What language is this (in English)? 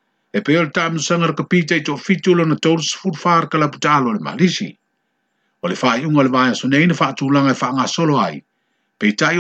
Samoan